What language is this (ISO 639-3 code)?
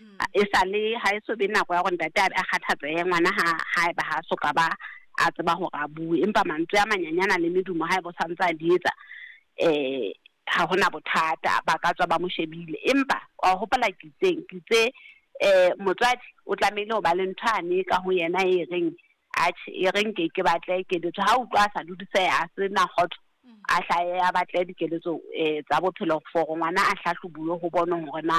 sot